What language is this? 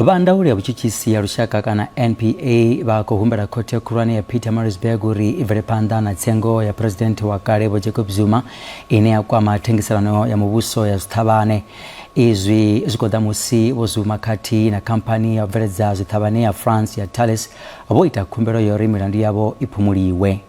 Venda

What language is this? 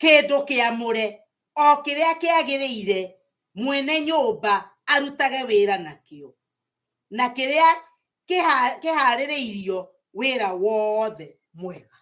Kikuyu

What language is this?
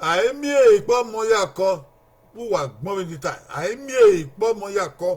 Bini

